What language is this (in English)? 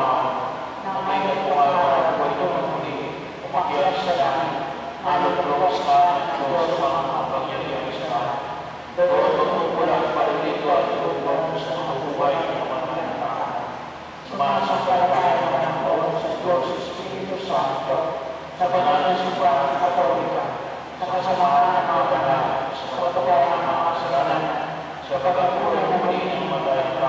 Filipino